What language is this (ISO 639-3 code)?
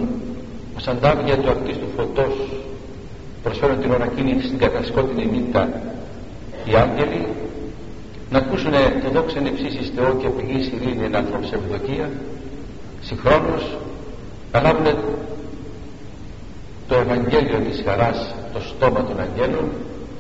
ell